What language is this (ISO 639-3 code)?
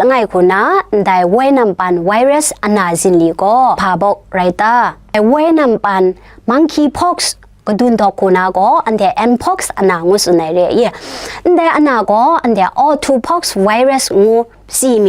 kac